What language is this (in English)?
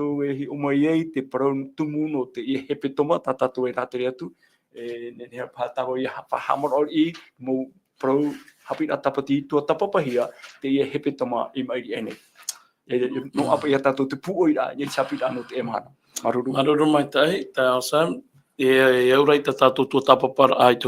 Tahitian